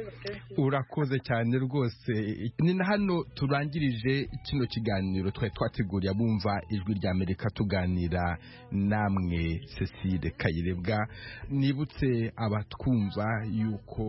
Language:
Kinyarwanda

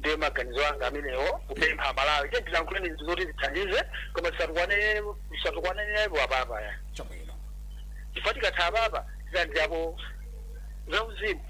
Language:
Nyanja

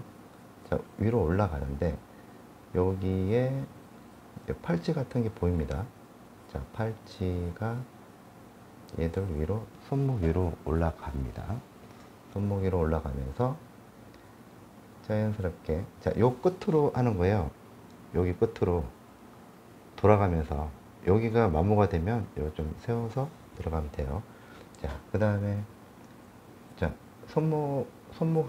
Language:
Korean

